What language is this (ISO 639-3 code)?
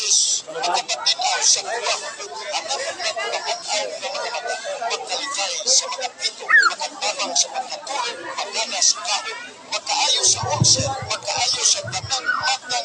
hil